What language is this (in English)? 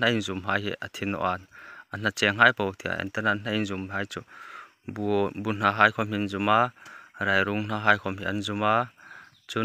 Hmar